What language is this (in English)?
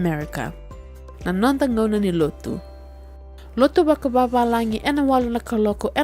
Fijian